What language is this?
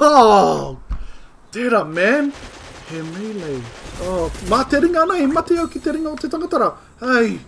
Māori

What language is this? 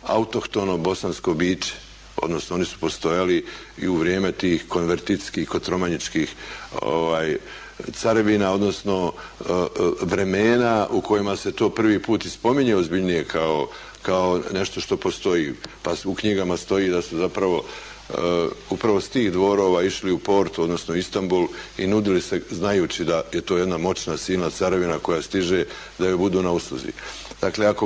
Bosnian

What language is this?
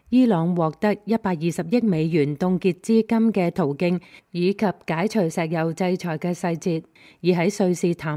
Cantonese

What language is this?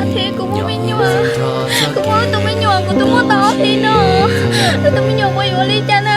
Hmong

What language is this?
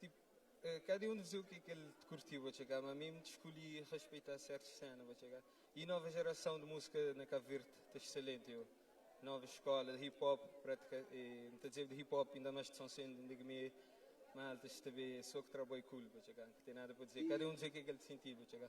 Kabuverdianu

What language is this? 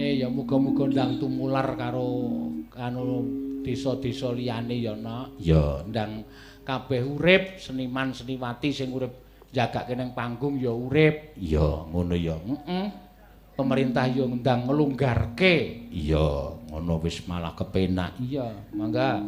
Javanese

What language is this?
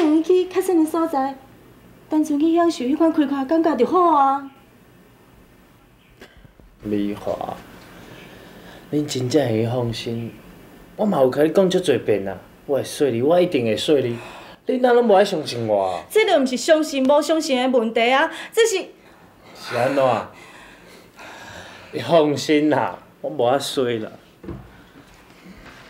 Min Nan Chinese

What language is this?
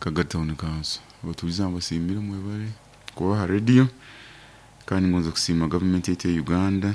Nyoro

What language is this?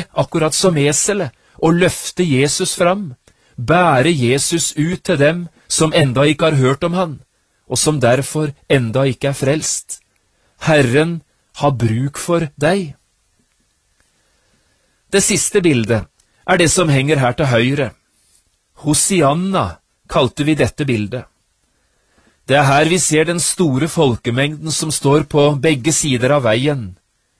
Norwegian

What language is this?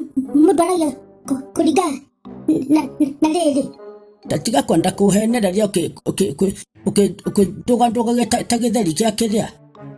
Kikuyu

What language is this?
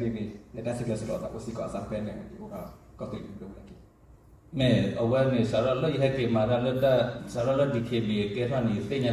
S'gaw Karen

